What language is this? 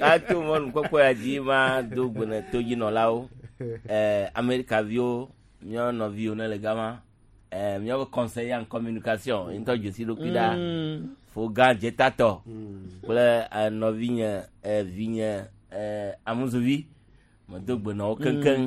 Gen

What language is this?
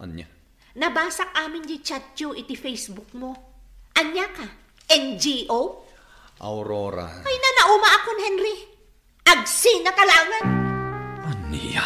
Iloko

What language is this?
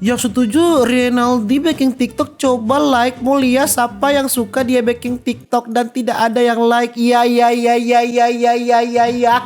Manado Malay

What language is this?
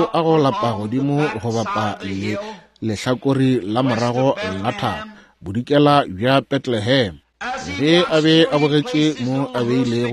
Northern Sotho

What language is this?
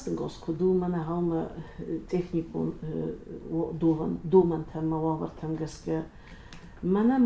Ossetic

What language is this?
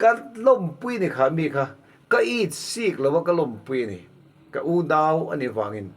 Mizo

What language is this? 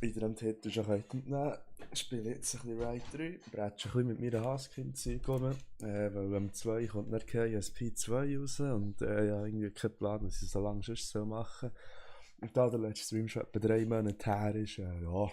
Swiss German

